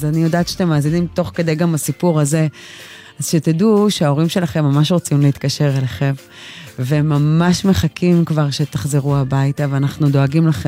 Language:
Hebrew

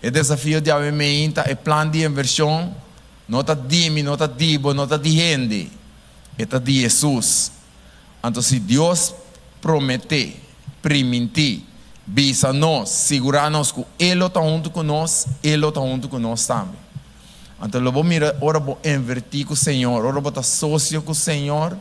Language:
Papiamento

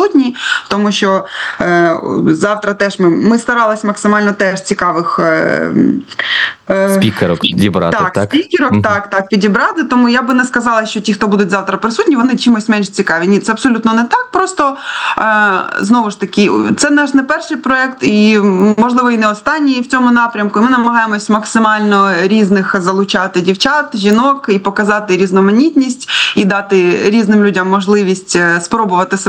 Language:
Ukrainian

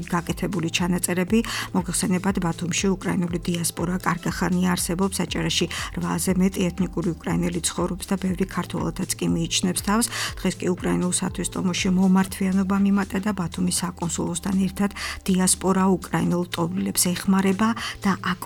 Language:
Georgian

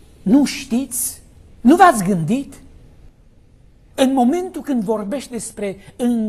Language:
Romanian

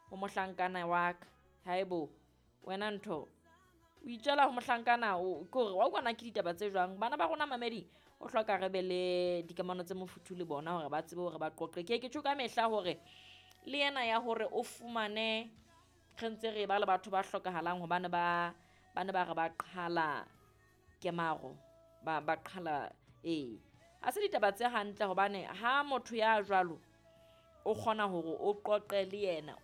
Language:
Southern Sotho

